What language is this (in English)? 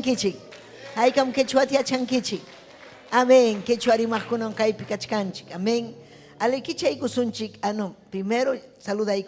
Ayacucho Quechua